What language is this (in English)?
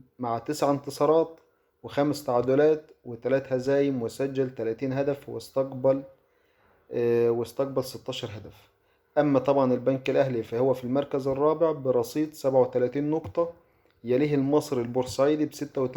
Egyptian Arabic